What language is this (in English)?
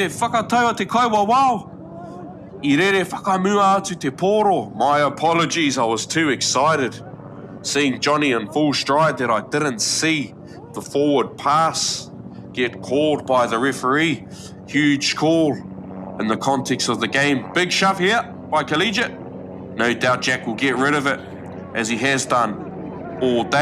Māori